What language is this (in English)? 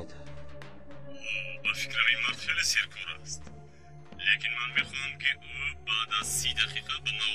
Tajik